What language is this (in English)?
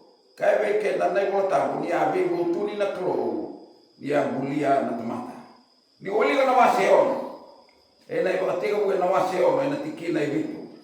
Fijian